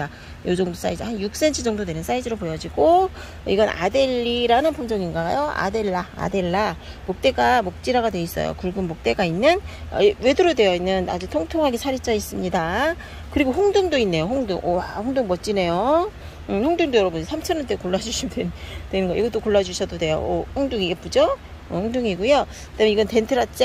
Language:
Korean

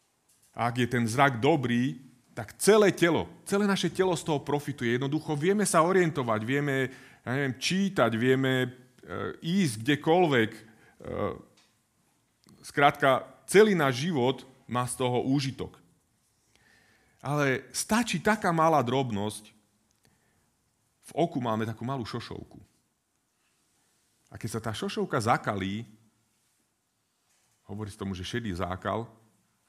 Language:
Slovak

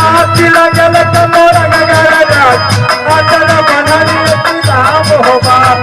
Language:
Maithili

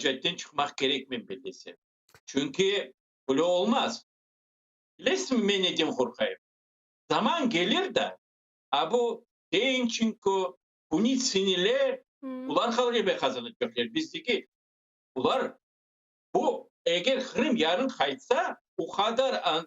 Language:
Crimean Tatar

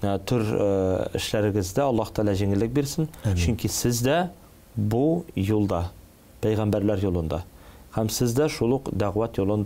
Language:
Tatar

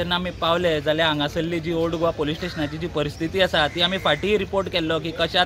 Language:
Konkani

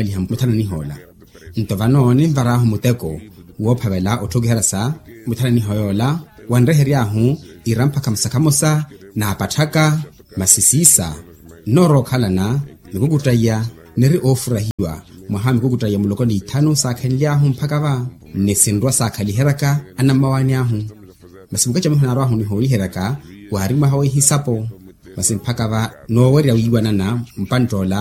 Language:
Makhuwa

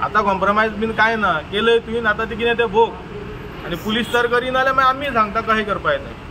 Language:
Konkani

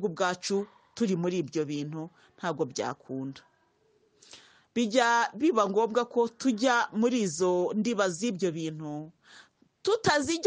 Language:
Kinyarwanda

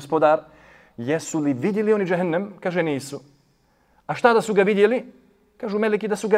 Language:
Bosnian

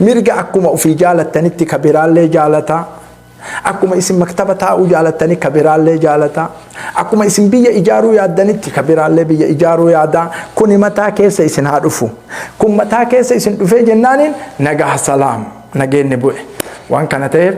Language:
Oromo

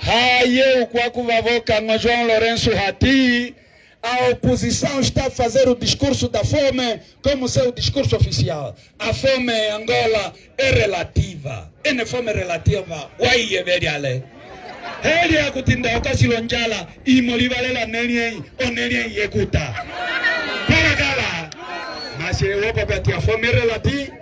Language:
Umbundu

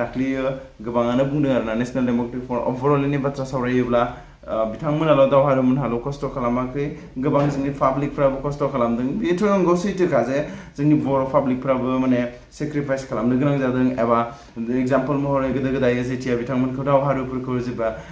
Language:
Bodo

